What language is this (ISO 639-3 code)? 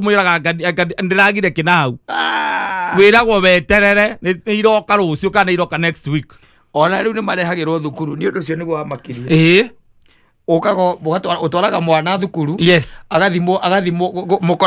kik